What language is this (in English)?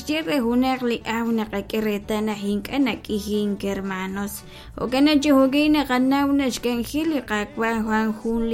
Kekchí